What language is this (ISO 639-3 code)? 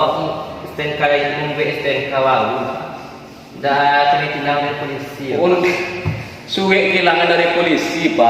min